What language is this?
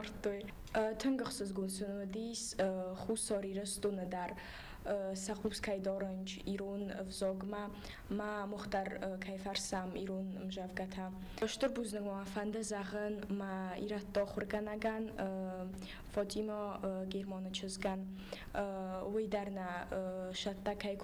Ossetic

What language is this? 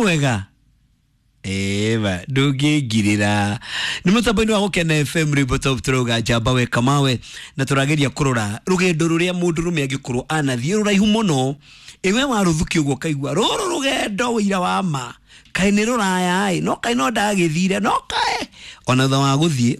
Kikuyu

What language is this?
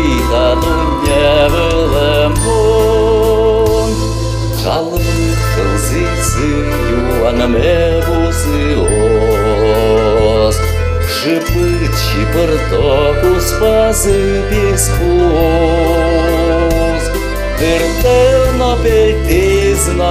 Udmurt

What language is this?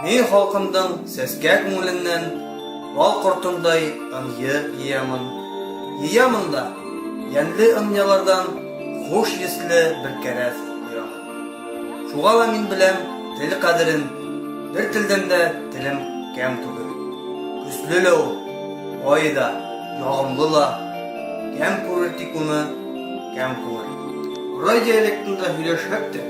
Bashkir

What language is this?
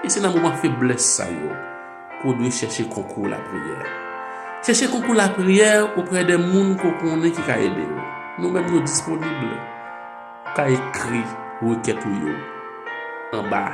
Haitian Creole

